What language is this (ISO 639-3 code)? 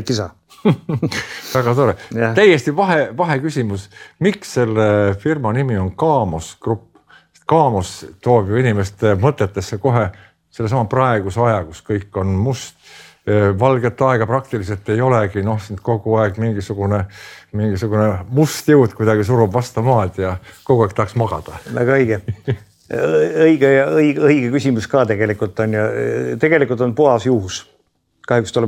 est